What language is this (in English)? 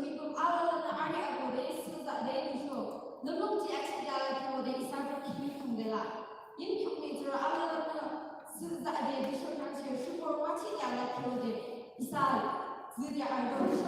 Yimchungru Naga